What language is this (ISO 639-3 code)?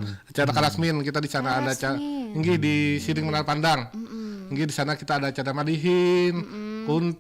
bjn